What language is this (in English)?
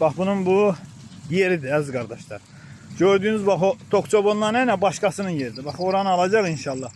Azerbaijani